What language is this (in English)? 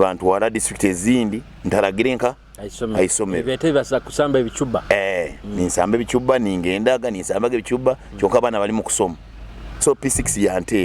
Nyoro